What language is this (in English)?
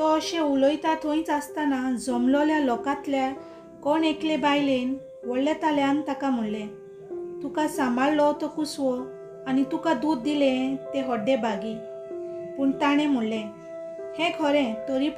Konkani